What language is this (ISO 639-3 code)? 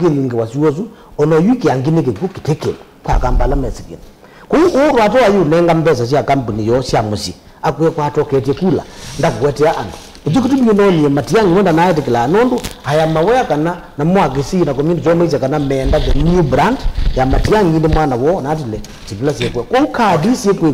kam